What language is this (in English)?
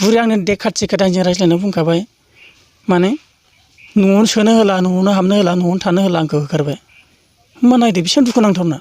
Bodo